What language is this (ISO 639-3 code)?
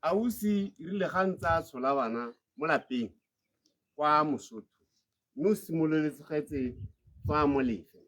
tsn